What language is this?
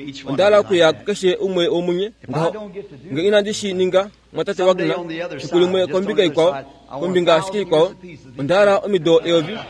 Kuanyama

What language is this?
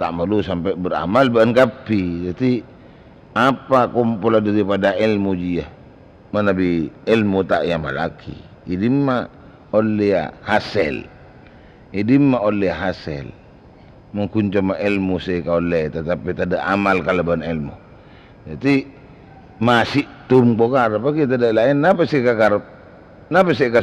Madurese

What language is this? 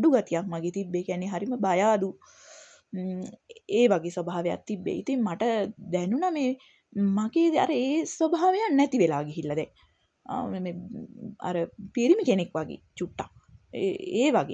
Sinhala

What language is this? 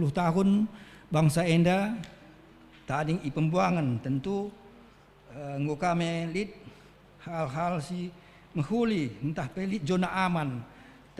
Batak Karo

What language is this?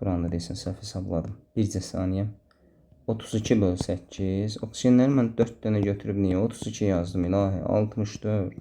Azerbaijani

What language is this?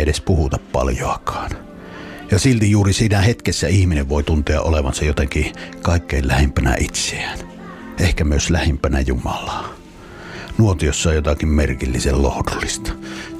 Finnish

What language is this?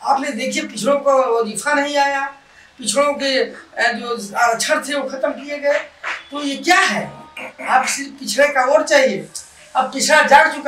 Hindi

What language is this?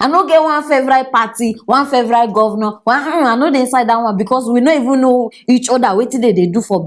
Nigerian Pidgin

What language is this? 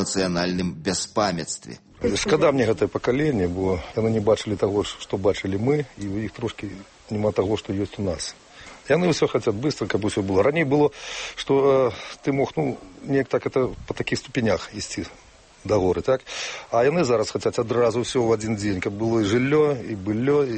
Belarusian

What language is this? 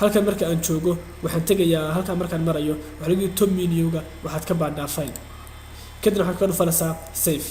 Somali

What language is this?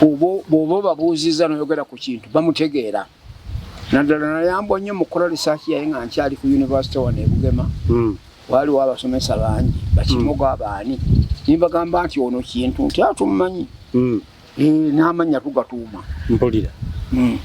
Ganda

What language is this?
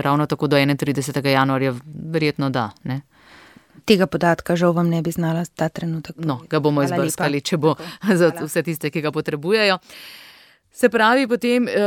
Slovenian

